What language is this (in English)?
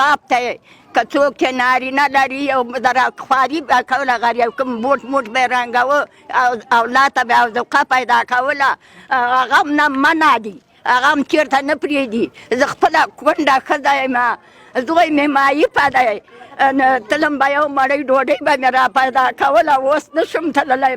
Pashto